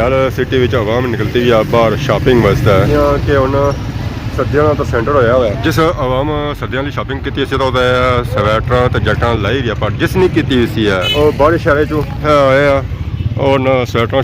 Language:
Pahari-Potwari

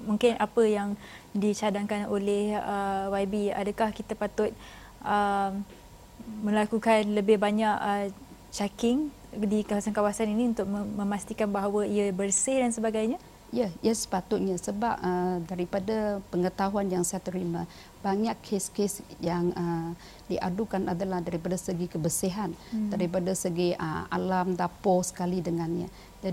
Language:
Malay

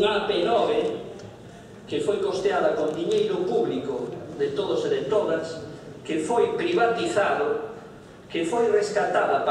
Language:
Galician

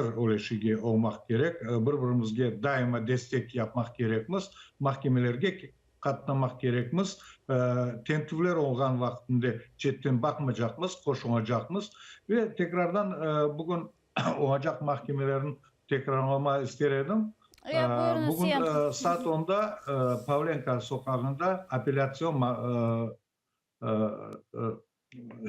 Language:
Crimean Tatar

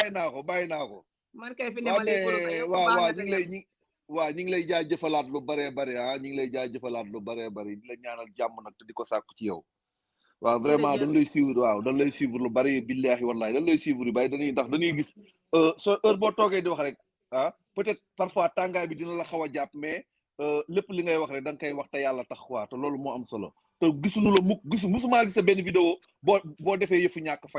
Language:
Wolof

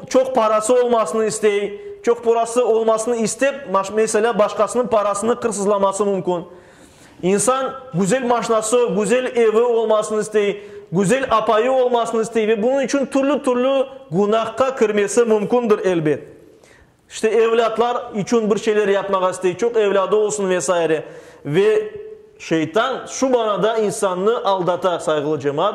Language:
Crimean Tatar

